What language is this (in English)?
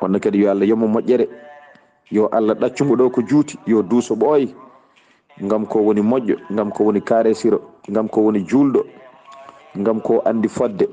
Fula